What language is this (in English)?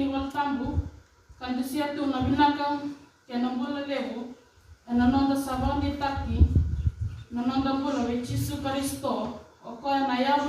Fijian